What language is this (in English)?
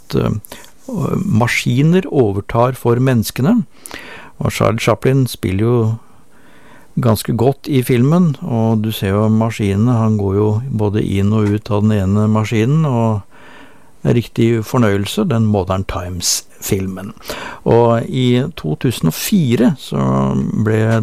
Norwegian